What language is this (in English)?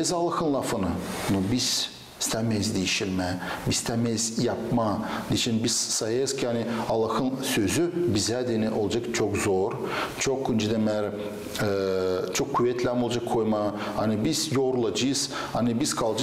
Gagauz